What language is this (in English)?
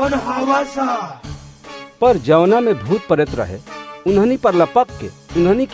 Bhojpuri